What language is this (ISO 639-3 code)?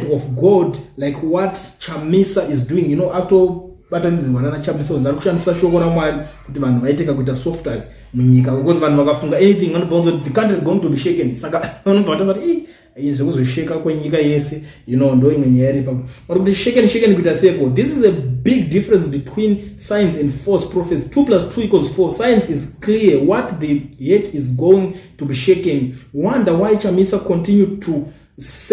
sna